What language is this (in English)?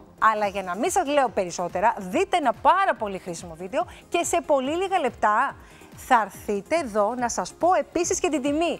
Greek